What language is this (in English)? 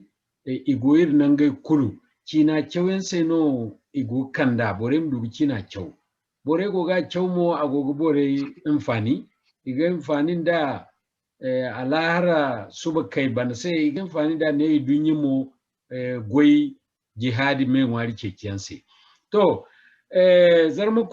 Zarma